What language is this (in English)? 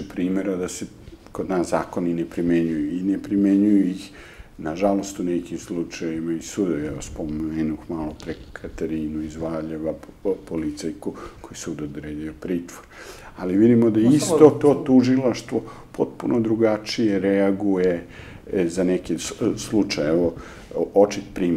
Serbian